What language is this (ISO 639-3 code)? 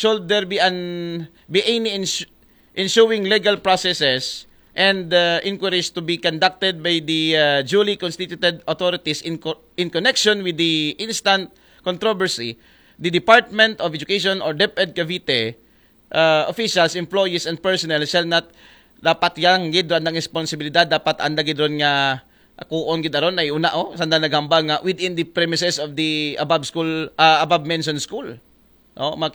akl